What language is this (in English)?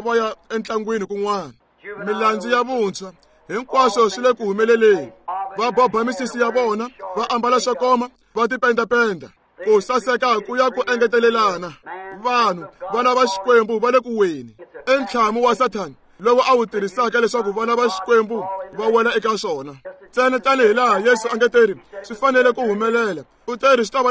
Tsonga